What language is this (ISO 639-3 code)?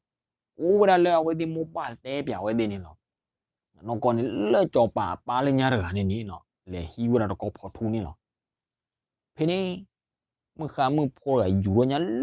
ksw